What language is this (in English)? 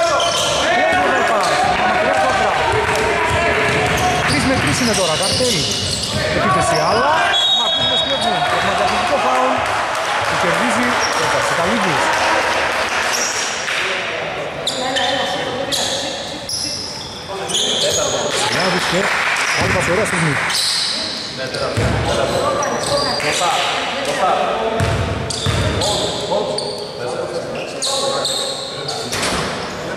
Greek